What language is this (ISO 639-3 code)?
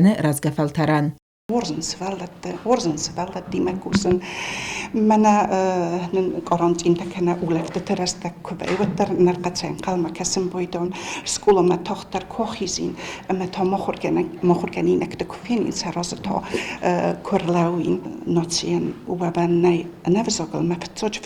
oss